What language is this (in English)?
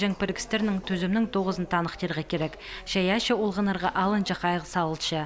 Khakas